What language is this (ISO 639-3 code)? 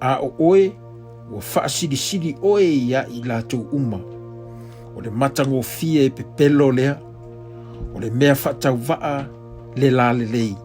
smo